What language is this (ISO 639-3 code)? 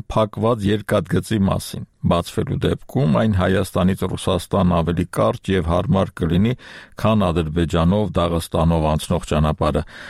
hye